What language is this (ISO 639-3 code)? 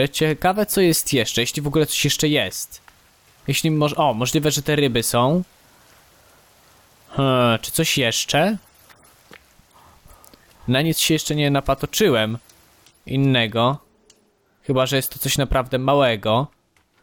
pol